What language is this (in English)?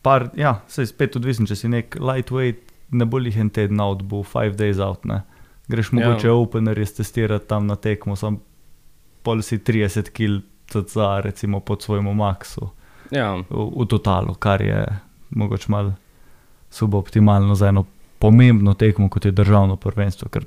Slovenian